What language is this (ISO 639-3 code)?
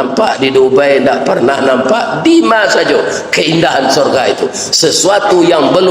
min